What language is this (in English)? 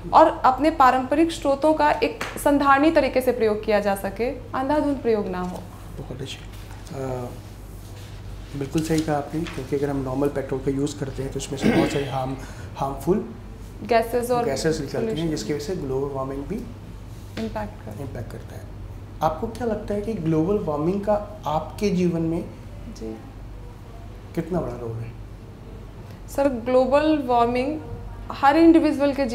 Hindi